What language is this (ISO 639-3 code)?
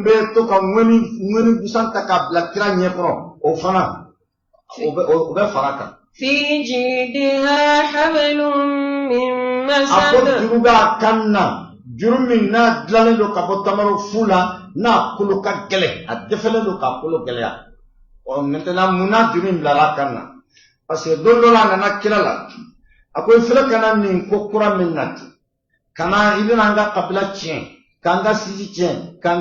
bam